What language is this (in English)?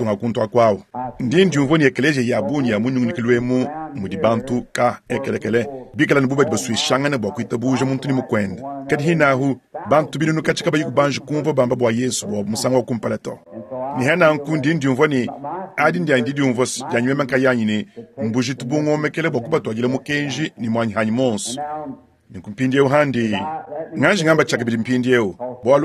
Luba-Lulua